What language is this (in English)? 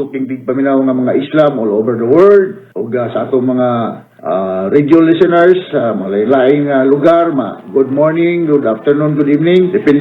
Cebuano